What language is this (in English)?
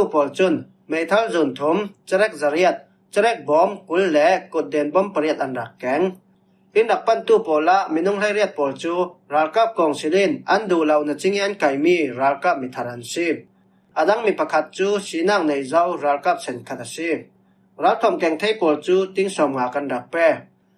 Falam Chin